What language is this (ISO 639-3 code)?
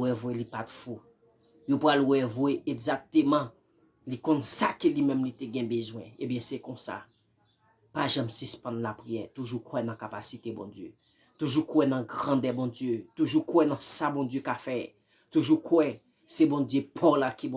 hat